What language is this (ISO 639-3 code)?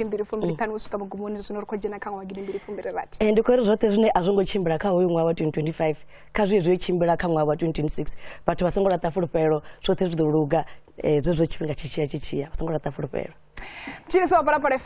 ven